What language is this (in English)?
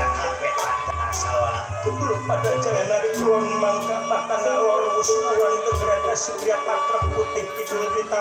Betawi